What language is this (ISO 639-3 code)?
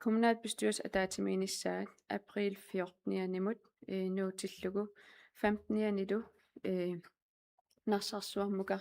kal